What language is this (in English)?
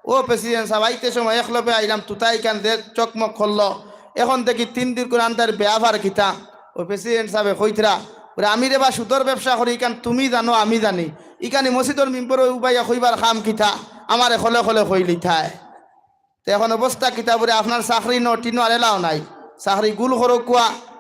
Sylheti